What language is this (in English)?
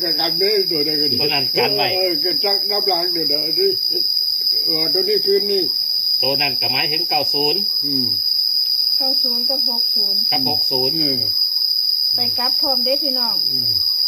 Northeastern Thai